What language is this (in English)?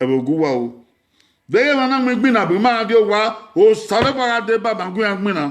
Bini